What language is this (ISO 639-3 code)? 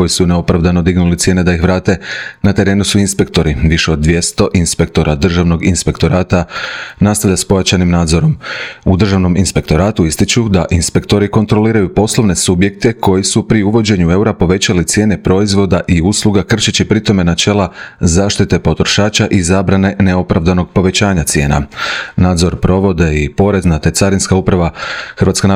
hrv